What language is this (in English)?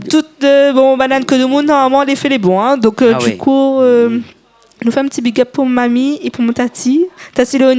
Réunion Creole French